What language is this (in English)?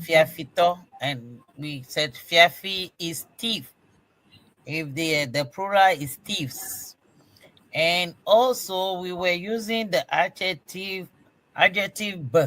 Ewe